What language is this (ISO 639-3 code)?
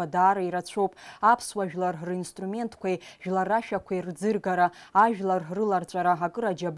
abk